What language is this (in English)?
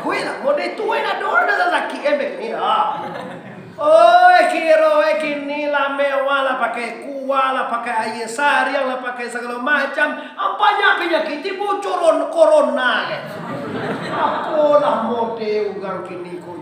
Minangkabau